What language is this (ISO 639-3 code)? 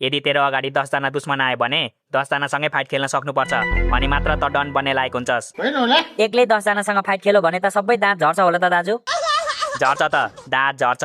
nep